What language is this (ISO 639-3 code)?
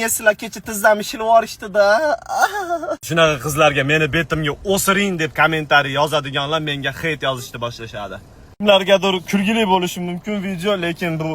uzb